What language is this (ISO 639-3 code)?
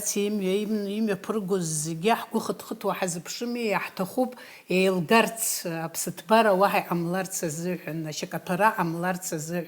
abk